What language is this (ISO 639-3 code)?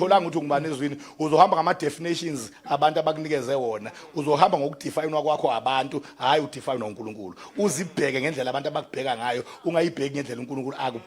zul